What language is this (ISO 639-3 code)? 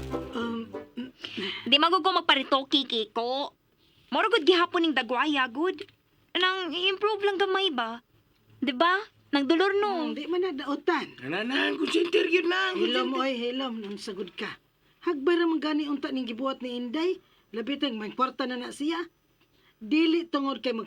ceb